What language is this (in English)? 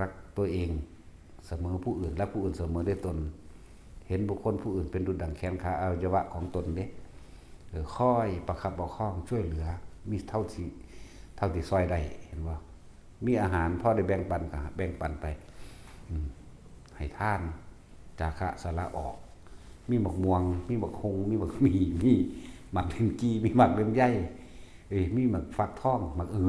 Northeastern Thai